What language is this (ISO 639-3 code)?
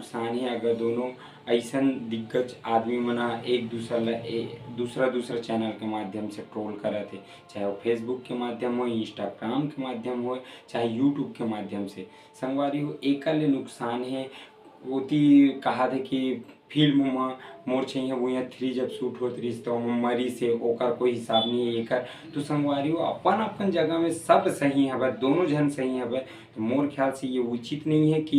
hne